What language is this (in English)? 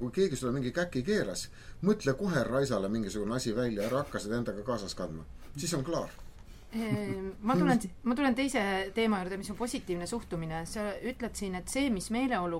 Estonian